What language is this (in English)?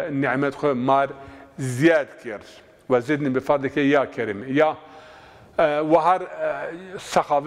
Zaza